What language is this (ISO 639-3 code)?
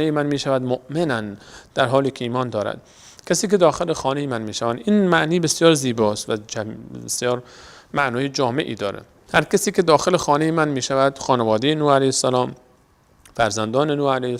fas